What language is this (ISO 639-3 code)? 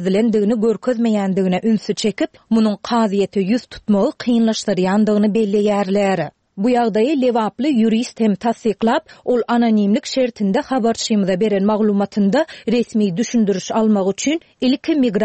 tuk